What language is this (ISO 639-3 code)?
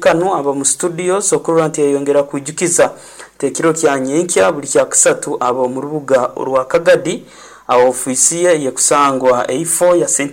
nyn